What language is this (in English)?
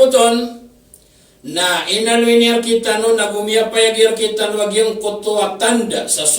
Maranao